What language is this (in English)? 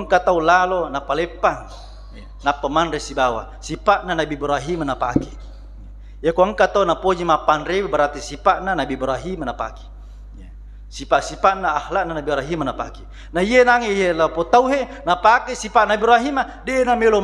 Buginese